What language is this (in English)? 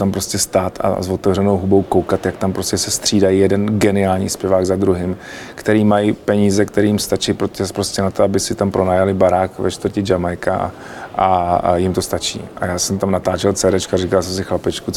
Czech